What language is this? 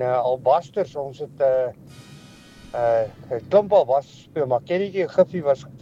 Afrikaans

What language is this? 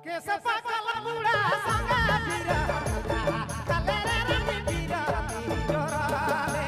Sadri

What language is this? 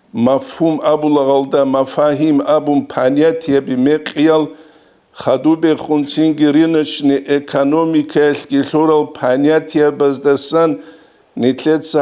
Avaric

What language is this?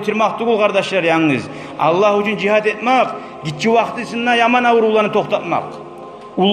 Kumyk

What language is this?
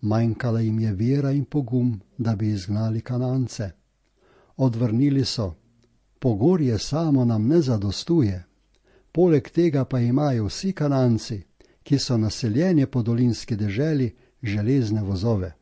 Slovenian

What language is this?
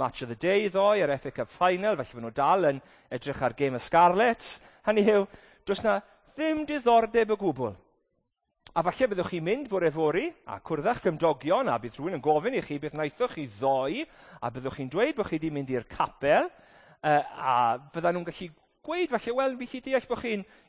Welsh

